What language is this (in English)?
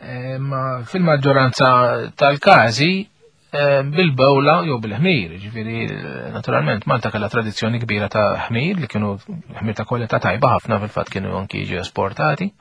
Maltese